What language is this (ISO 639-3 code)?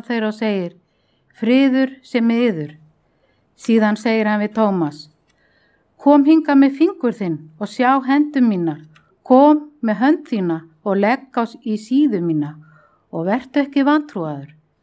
isl